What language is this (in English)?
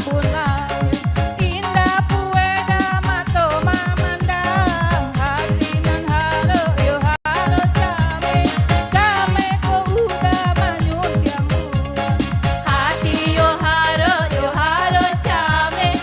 Minangkabau